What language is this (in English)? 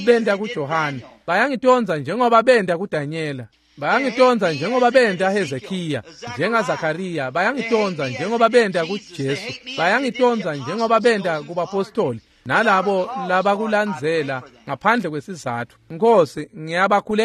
Swati